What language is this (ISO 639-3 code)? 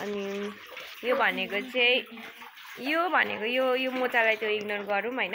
nep